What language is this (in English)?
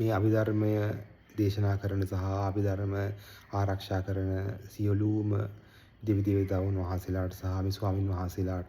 Sinhala